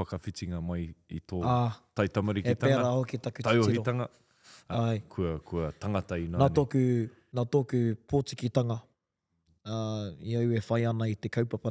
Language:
Māori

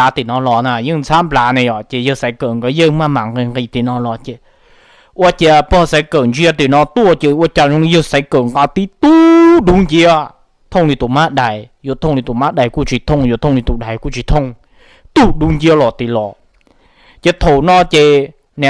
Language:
Hmong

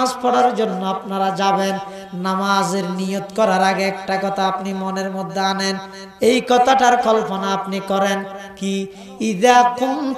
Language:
Bangla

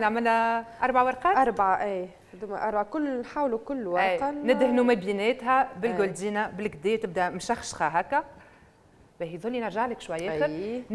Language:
Tunisian Arabic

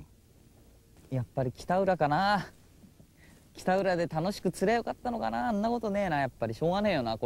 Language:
Japanese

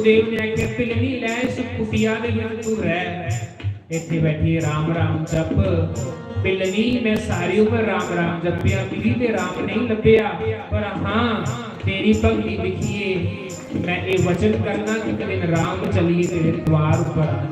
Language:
Dogri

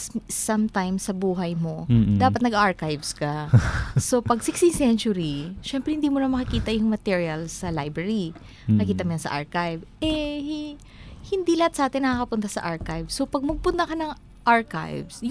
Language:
Filipino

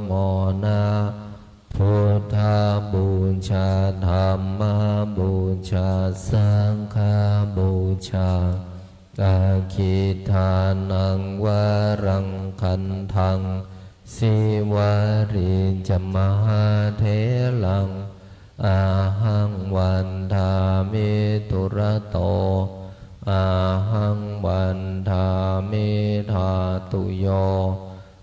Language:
Pali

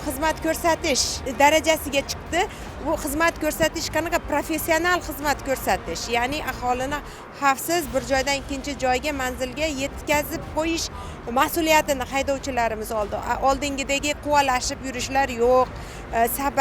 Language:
Uzbek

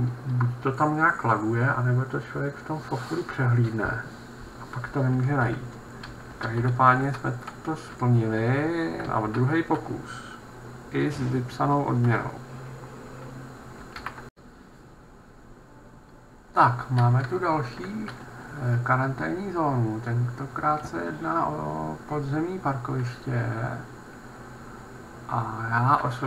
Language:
Czech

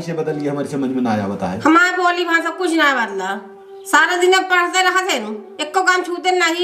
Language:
Awadhi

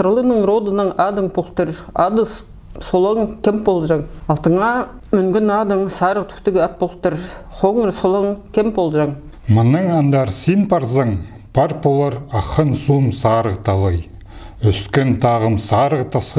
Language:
Khakas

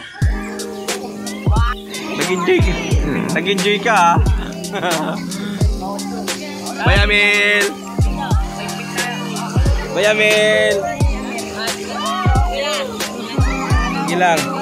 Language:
Filipino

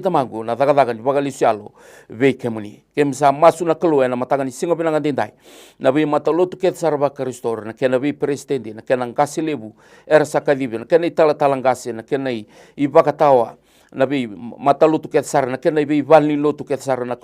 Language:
Fijian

